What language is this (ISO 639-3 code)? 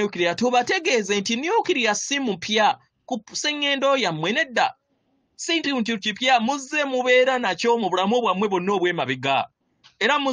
lug